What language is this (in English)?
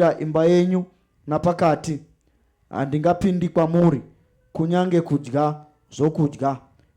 Shona